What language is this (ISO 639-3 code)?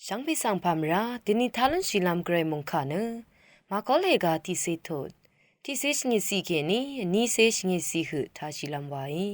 raw